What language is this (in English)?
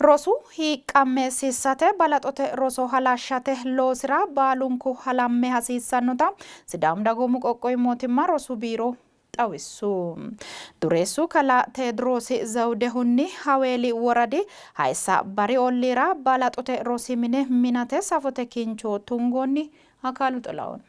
Sidamo